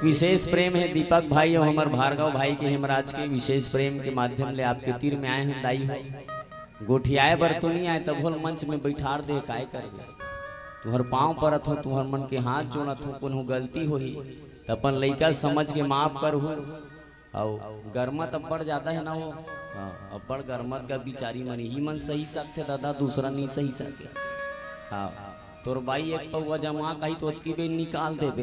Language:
Chhattisgarhi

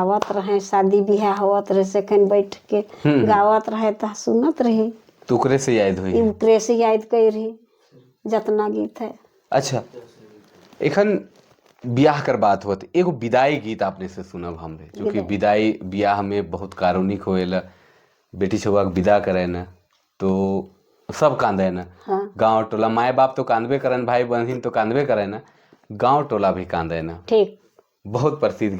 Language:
Sadri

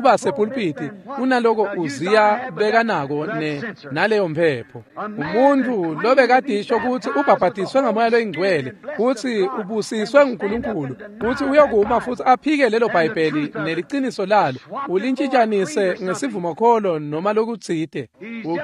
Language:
Swati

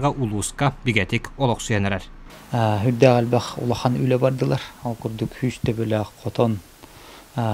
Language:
Yakut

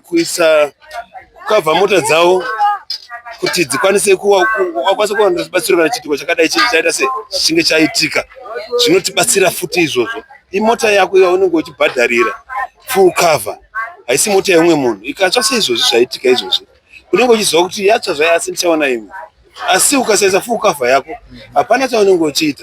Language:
Shona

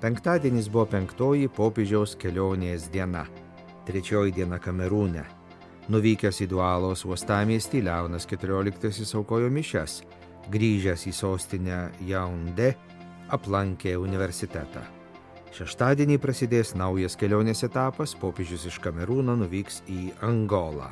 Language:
Lithuanian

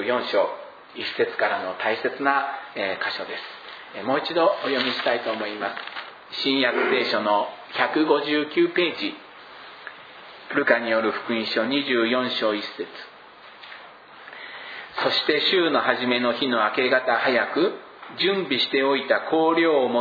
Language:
Japanese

